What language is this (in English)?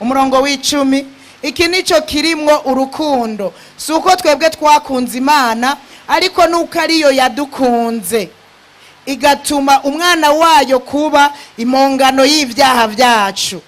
Rundi